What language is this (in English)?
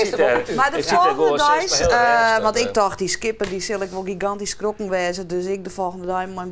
Western Frisian